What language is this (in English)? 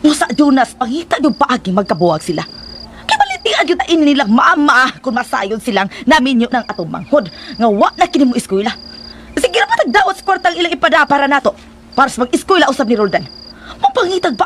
Cebuano